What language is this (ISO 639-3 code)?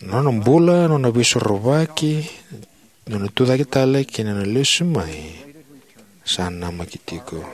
fij